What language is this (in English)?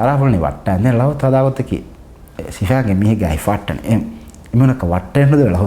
Divehi